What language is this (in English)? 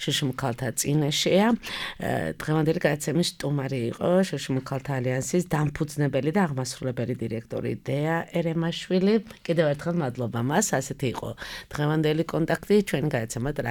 Georgian